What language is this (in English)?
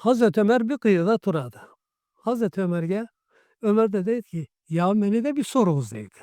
Karachay-Balkar